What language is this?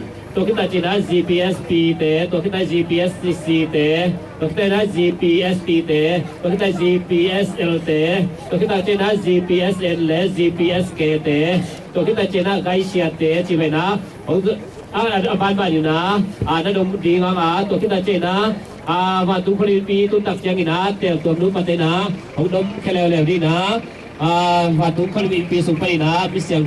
Tedim Chin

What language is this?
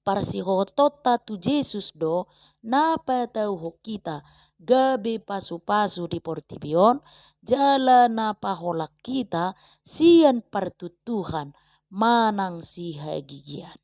Batak Toba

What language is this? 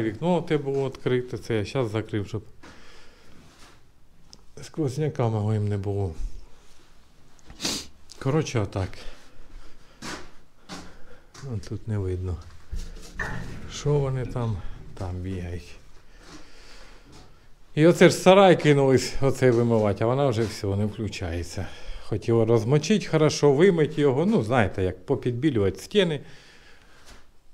Ukrainian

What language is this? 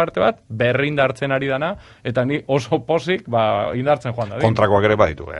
Basque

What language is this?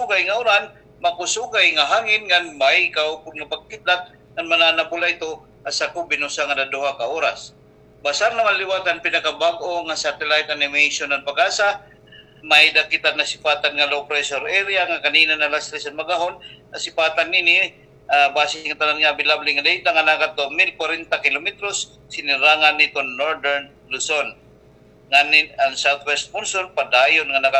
Waray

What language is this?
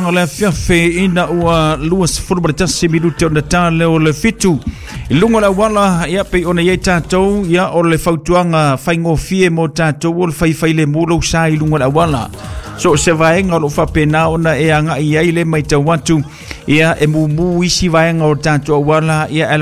Samoan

